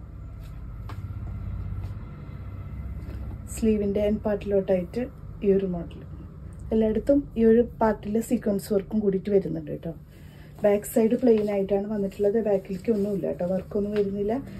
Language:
Malayalam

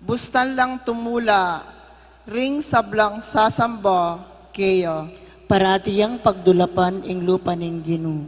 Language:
Pampanga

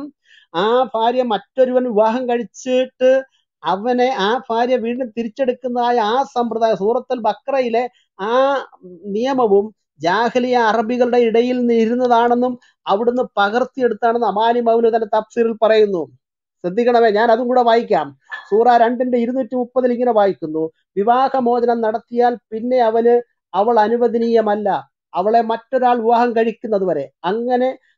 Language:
Malayalam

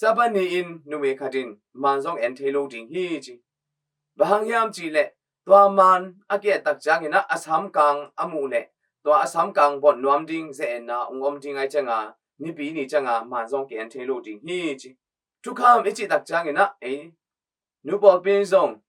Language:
Tedim Chin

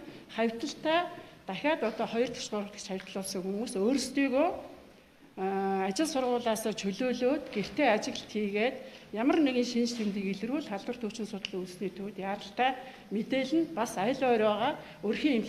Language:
Mongolian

